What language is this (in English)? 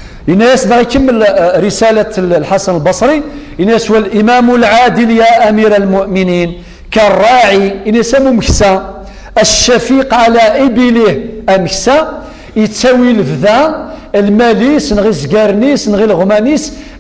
Kabyle